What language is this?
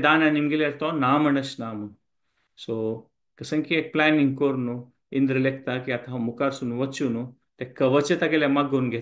Konkani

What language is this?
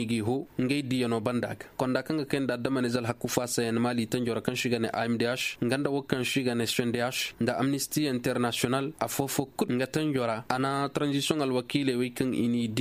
Koyraboro Senni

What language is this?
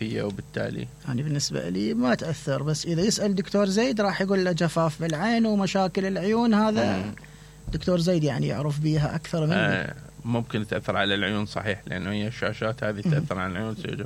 Mesopotamian Arabic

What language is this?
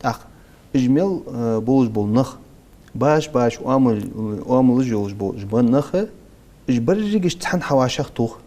Ingush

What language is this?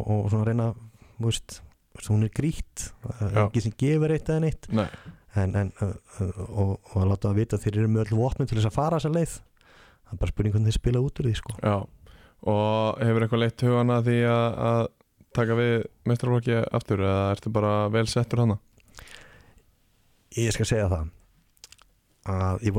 Icelandic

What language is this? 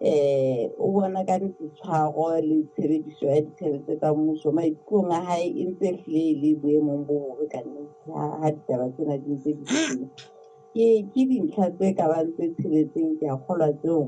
Southern Sotho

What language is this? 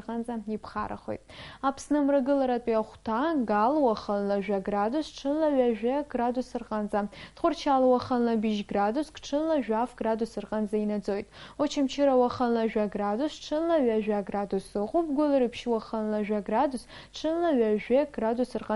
Abkhazian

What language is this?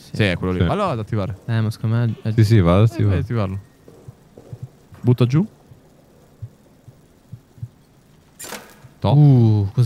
Italian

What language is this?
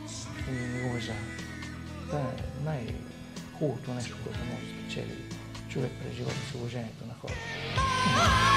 Bulgarian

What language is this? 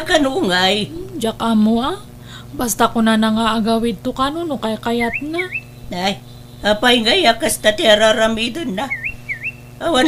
Iloko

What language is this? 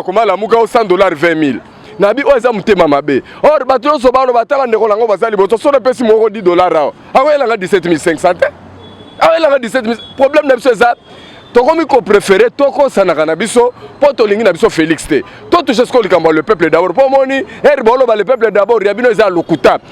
Lingala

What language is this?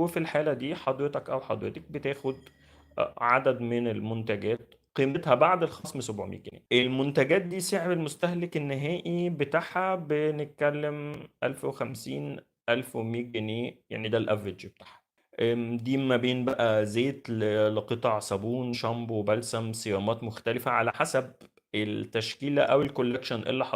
Egyptian Arabic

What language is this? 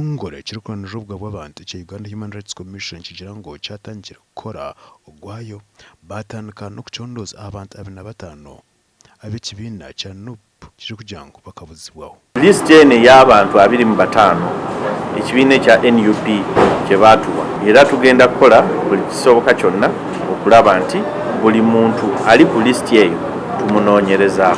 Nyankole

